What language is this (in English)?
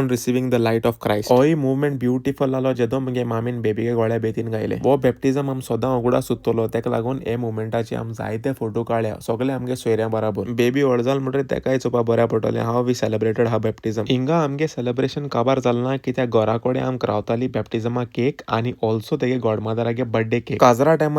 Konkani